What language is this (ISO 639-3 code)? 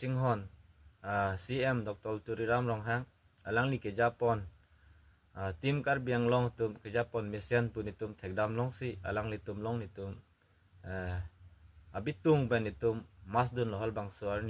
mjw